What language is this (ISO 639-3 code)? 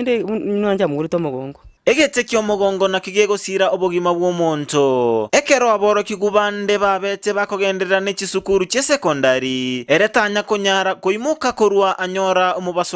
guz